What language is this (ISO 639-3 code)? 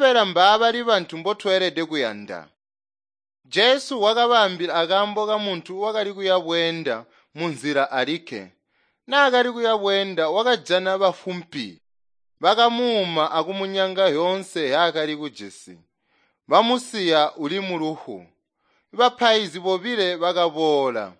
toi